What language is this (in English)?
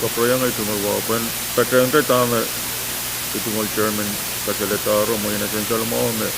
Pohnpeian